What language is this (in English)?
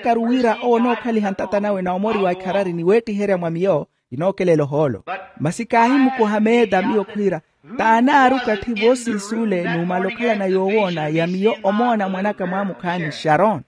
Makhuwa